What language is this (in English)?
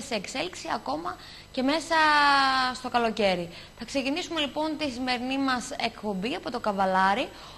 Greek